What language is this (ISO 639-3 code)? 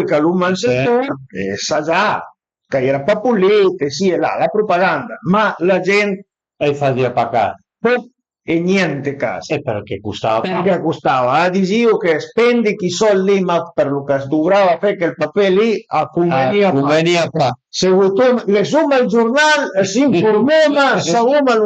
pms